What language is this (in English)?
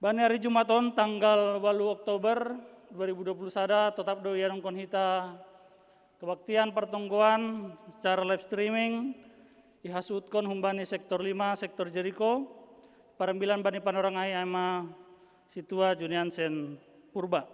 Batak Simalungun